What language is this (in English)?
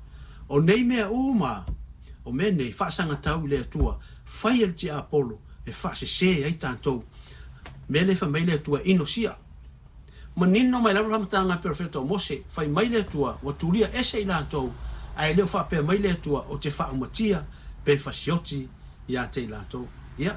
Samoan